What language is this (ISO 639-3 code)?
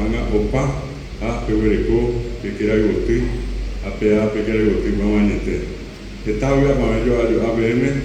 grn